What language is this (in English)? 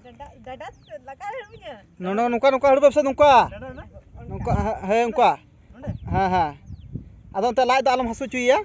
Santali